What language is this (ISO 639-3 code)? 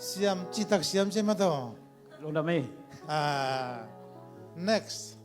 ctd